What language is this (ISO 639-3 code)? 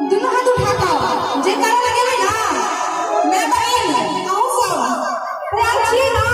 mai